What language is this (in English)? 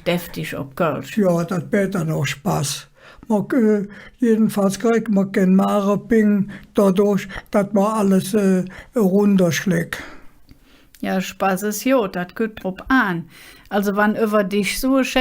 Colognian